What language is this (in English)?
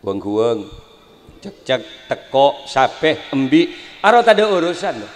Madurese